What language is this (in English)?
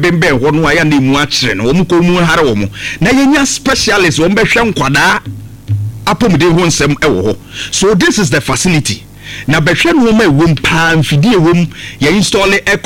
Akan